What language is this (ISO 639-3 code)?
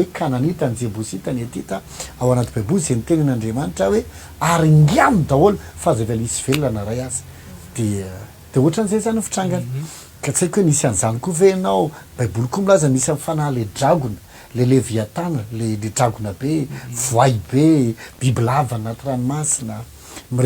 mlg